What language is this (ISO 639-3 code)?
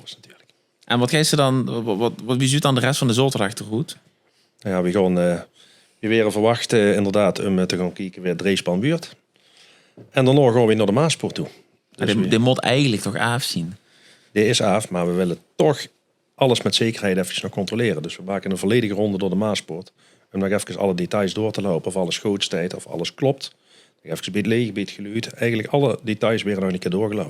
lim